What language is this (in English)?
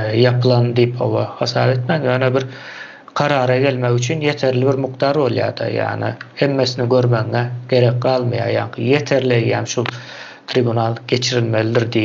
Turkmen